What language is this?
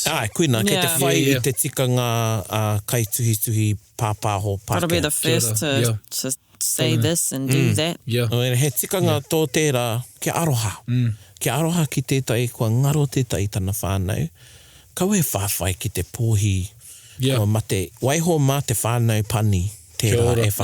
Māori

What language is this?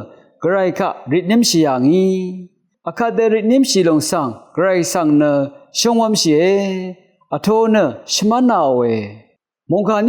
Rawang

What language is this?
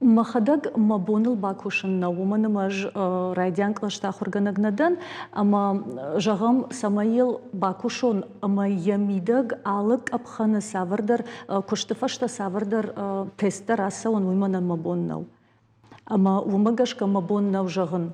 Ossetic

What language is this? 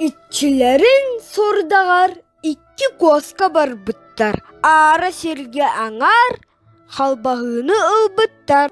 Yakut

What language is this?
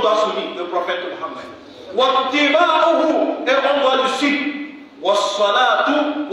French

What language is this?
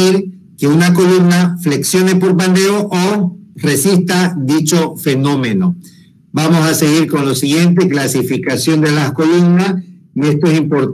Spanish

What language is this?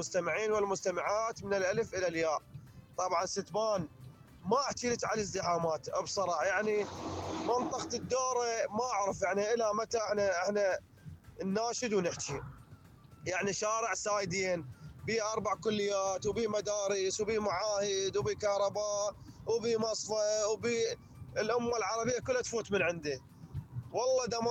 Mesopotamian Arabic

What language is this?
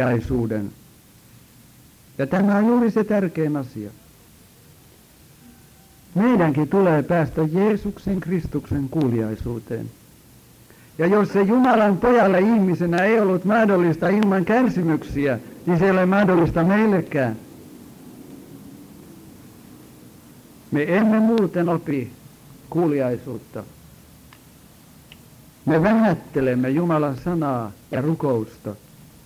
Finnish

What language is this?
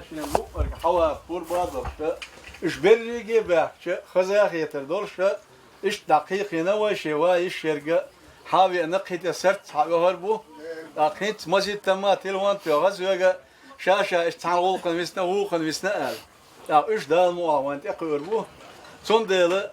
Chechen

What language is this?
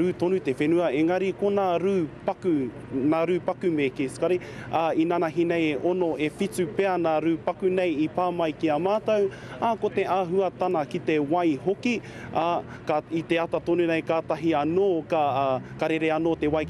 Māori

